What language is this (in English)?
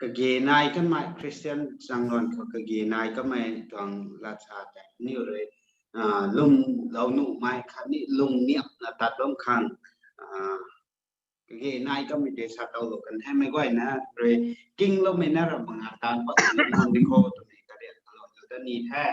Rongmei Naga